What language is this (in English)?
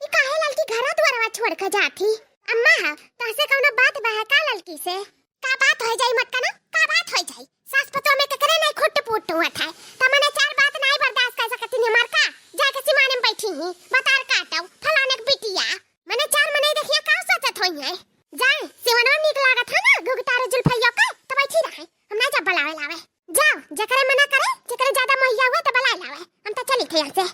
Awadhi